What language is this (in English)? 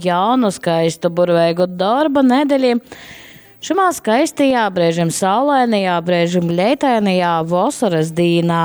Latgalian